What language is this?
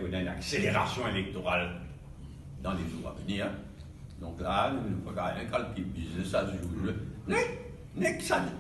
Morisyen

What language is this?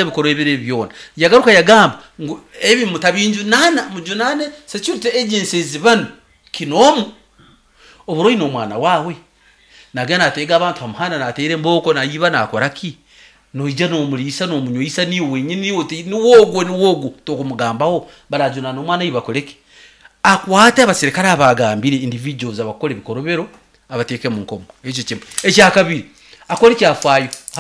Nyoro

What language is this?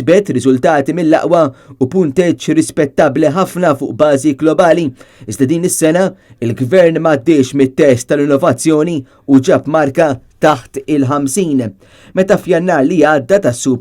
Maltese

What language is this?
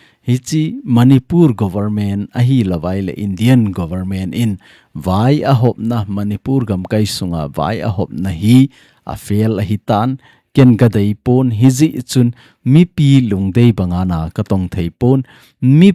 Thado Chin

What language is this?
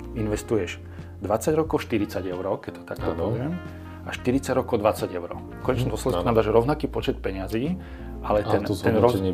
Slovak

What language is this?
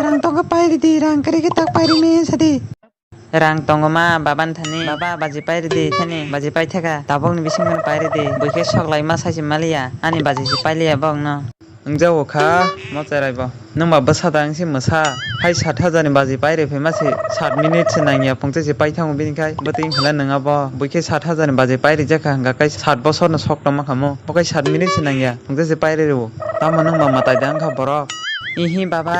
Kok Borok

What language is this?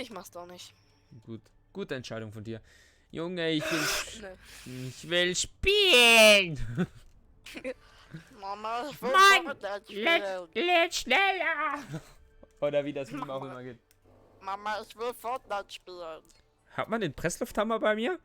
Swiss German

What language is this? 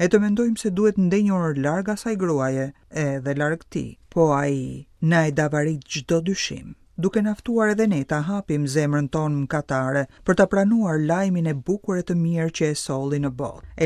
Albanian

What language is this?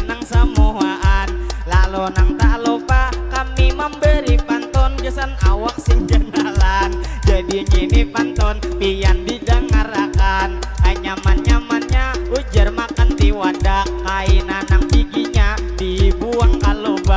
Banjar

